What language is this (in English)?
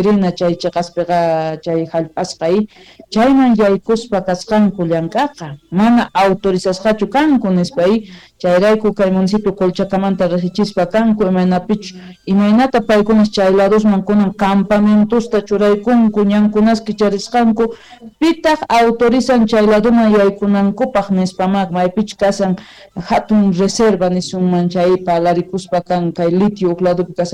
South Bolivian Quechua